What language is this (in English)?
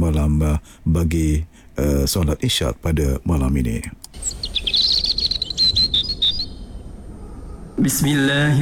Malay